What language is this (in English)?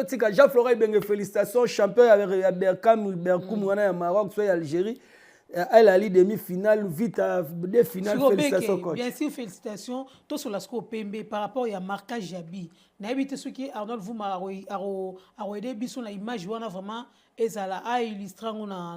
Lingala